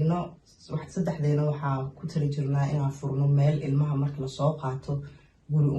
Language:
Somali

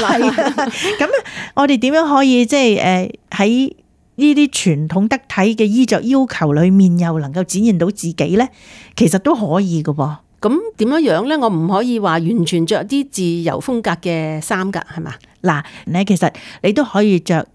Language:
Cantonese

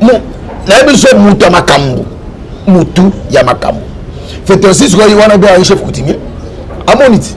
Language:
Lingala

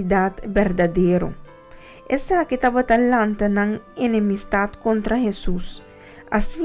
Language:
Papiamento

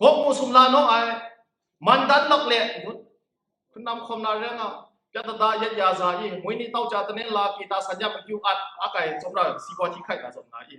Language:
Kachin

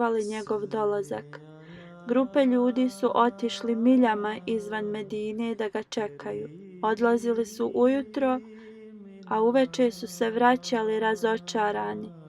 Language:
Bosnian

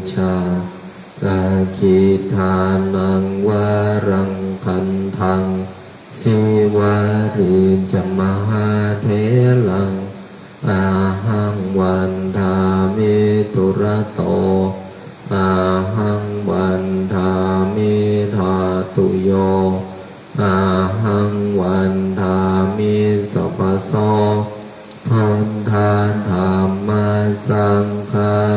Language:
Pali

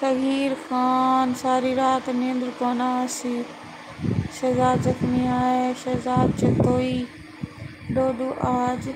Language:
Saraiki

